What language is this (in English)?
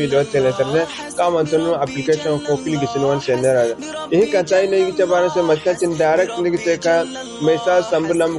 Zarma